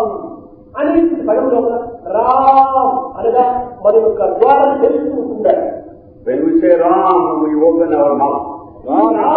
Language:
Telugu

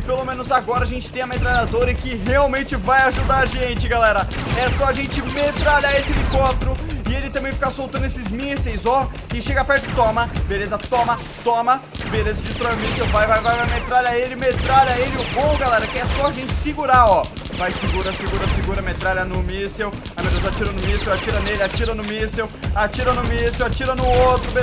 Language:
Portuguese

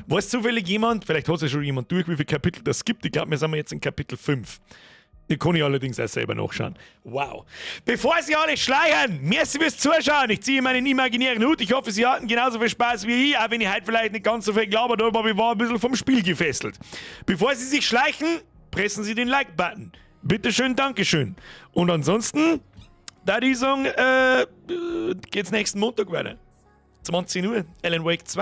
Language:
Bavarian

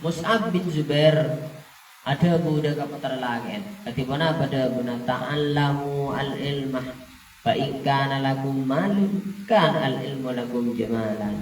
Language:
Madurese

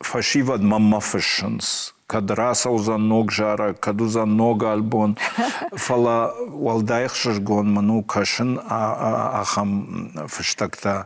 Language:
Ossetic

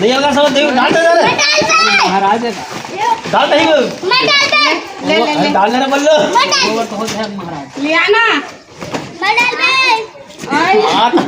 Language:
Chhattisgarhi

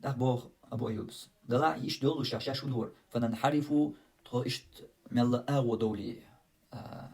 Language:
Chechen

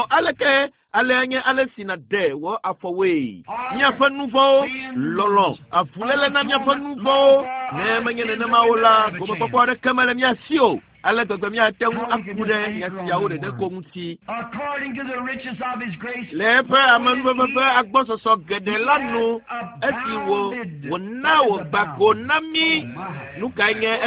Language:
Ewe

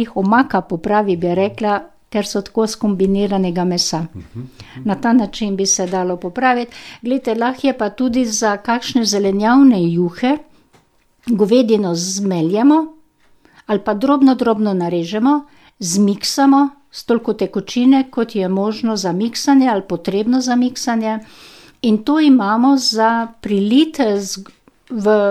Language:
Slovenian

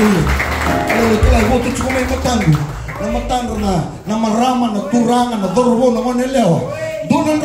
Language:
Fijian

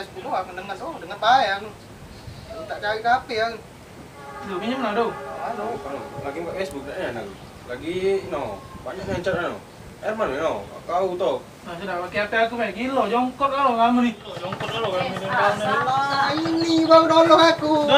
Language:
Musi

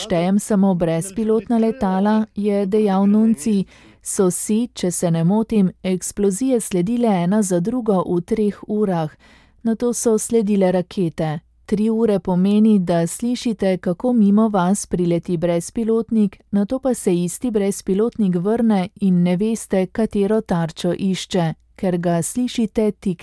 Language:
Slovenian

